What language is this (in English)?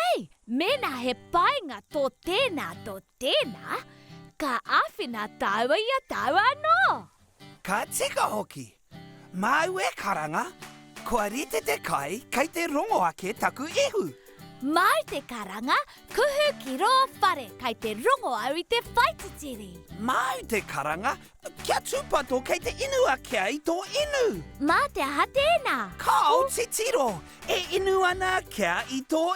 Māori